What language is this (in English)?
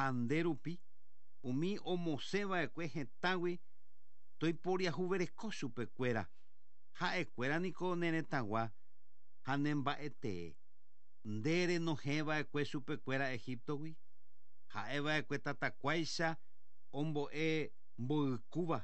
Guarani